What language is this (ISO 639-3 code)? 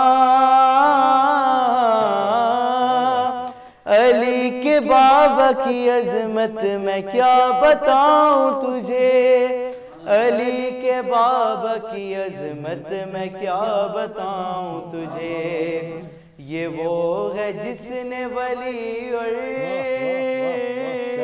urd